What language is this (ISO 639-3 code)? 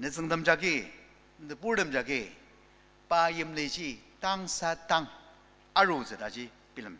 njo